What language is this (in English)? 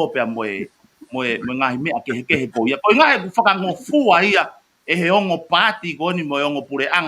Tongan